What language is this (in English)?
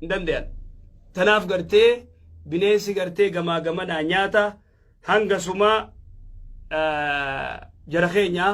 Oromo